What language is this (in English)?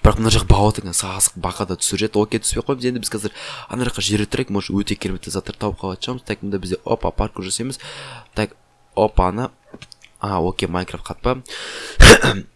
Kazakh